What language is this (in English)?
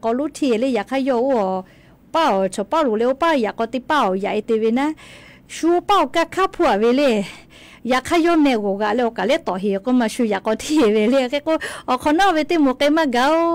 Lahu